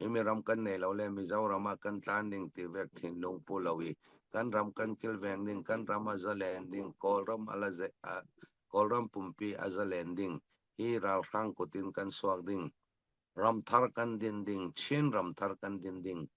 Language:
Falam Chin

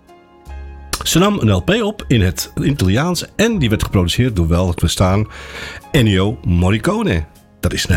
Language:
Dutch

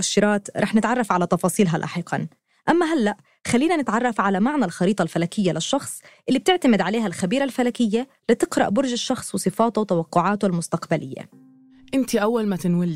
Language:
North Levantine Arabic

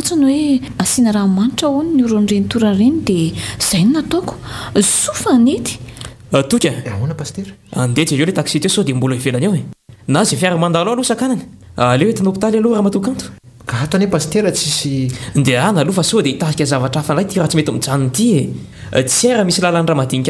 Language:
Malagasy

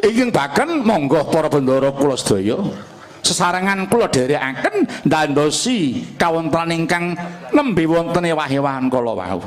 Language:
Javanese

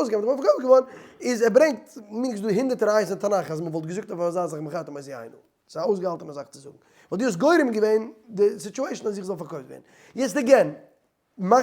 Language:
Yiddish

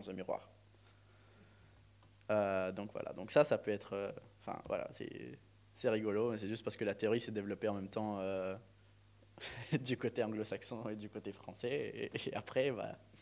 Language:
French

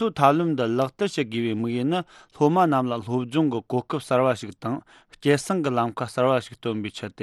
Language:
Tibetan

